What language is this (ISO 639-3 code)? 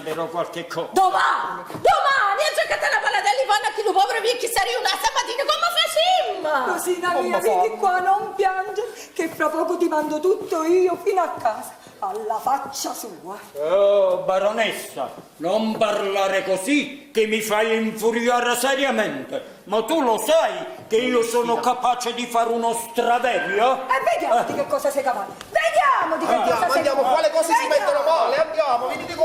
nap